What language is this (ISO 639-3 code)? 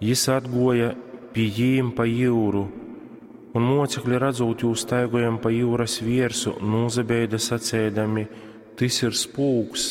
ltg